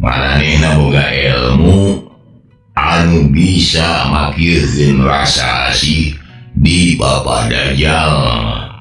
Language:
Sundanese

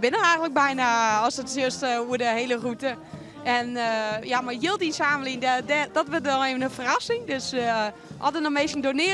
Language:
Western Frisian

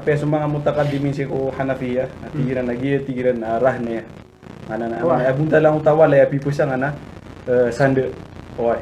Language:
Maranao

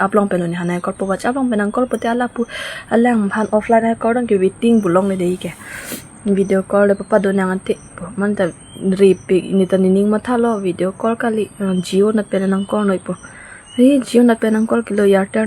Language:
Karbi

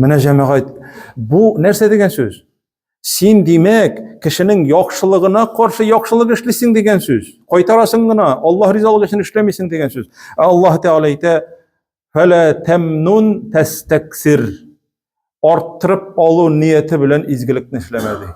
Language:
Tatar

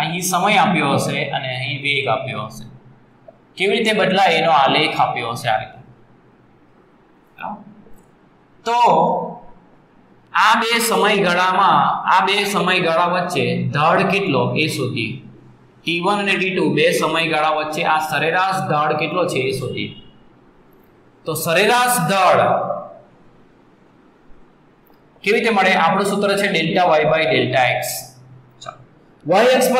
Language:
Gujarati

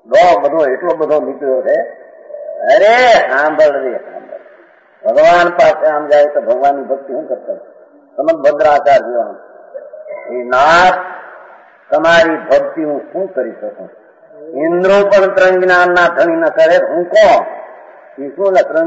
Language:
Gujarati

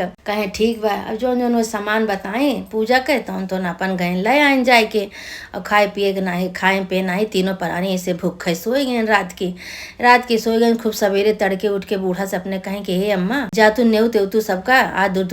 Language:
Awadhi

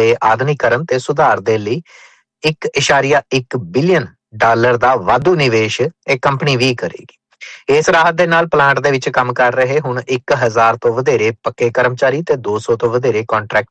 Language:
Punjabi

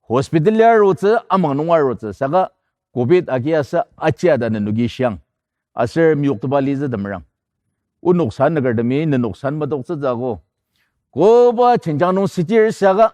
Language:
Ao Naga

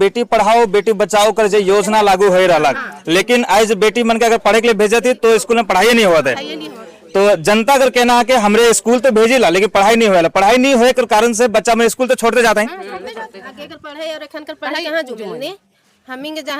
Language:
Sadri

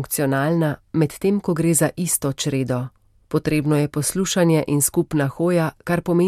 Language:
Slovenian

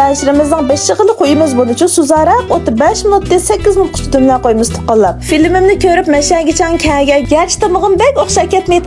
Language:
Uyghur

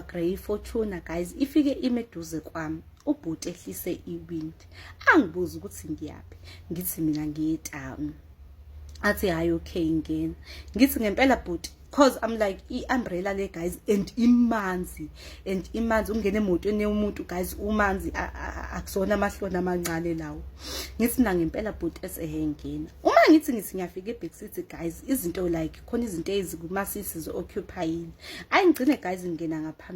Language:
Zulu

